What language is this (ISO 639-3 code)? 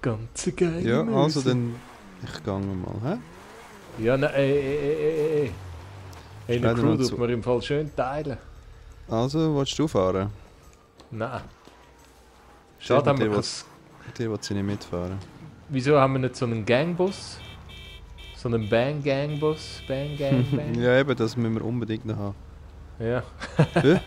gsw